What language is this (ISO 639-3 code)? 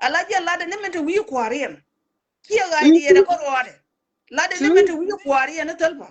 nus